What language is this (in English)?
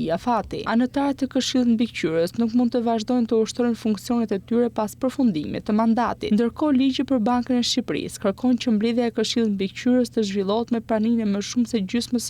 Albanian